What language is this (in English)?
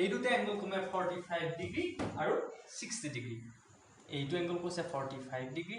Assamese